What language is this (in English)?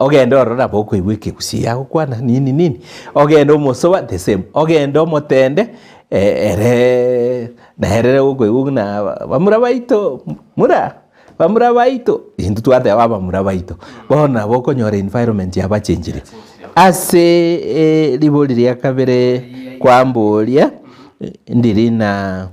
Gusii